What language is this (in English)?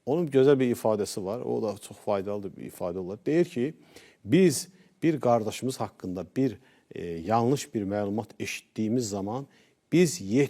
Azerbaijani